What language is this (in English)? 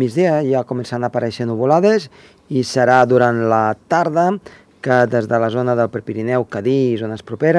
Catalan